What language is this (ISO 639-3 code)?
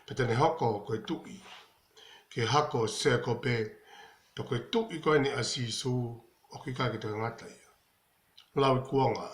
ton